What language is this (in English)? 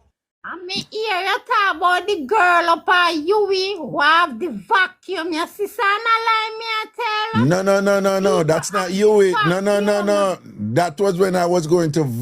Jamaican Creole English